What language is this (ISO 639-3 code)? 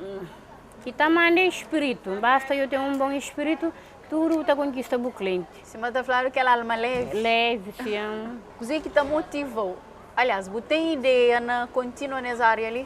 kea